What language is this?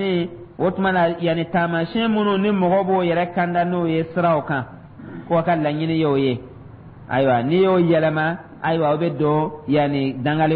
Dyula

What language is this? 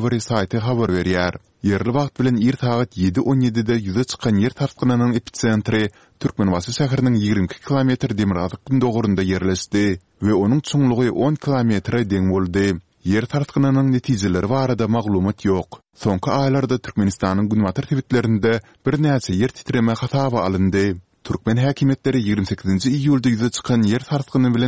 Turkmen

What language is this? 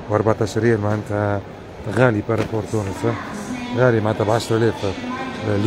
Tunisian Arabic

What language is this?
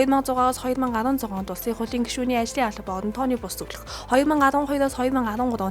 Mongolian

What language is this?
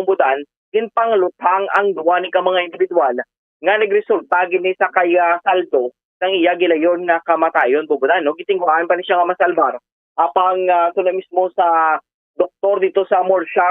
Hiligaynon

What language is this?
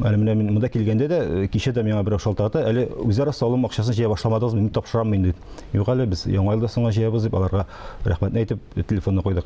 Tatar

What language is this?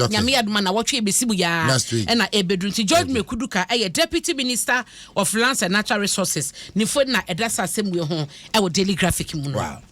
Akan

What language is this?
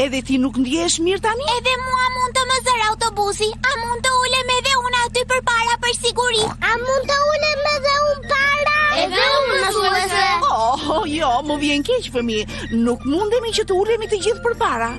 Albanian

